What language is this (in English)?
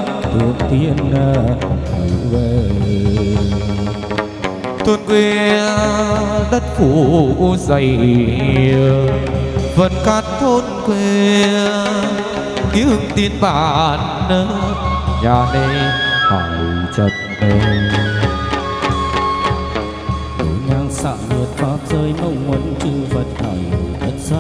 Vietnamese